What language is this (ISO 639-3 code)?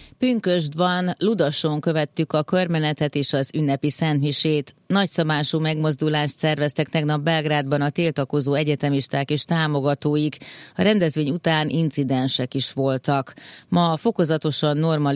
hun